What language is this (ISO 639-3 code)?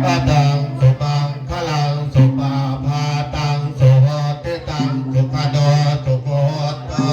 pli